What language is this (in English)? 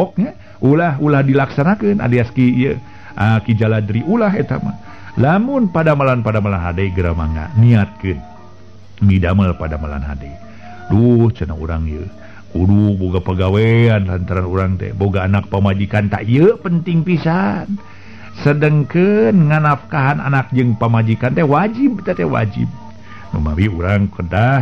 Sundanese